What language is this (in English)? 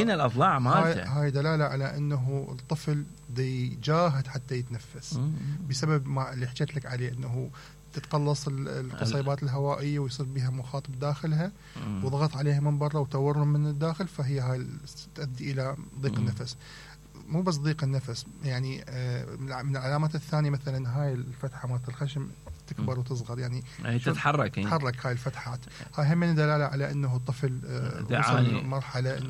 Mesopotamian Arabic